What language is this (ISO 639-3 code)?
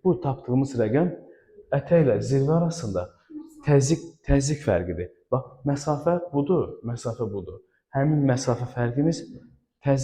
aze